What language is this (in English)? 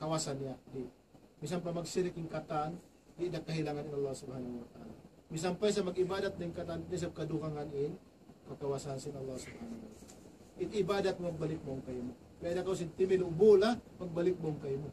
Tausug